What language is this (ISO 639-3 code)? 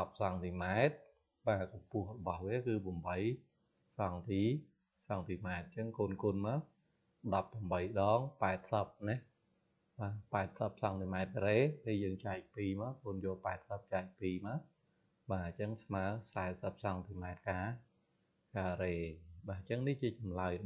khm